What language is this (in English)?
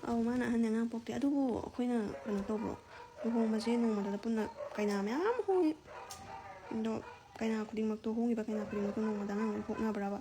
Manipuri